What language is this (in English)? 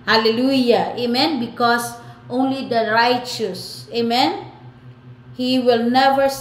Filipino